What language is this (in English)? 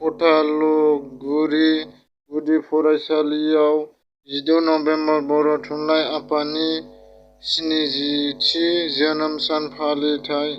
Bodo